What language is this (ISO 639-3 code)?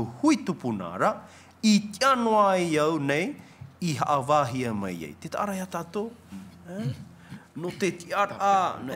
tah